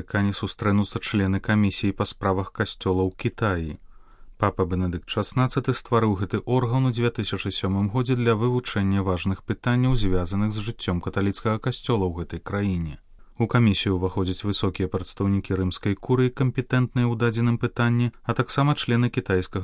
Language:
Belarusian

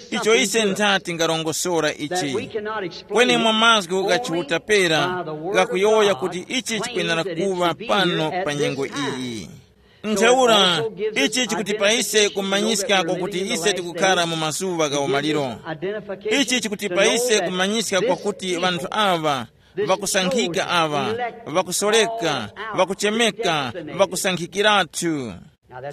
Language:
Tumbuka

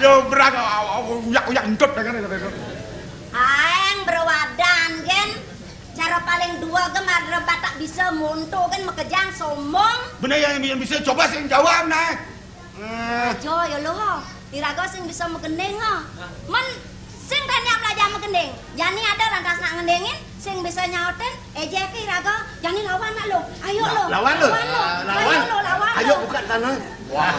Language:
Balinese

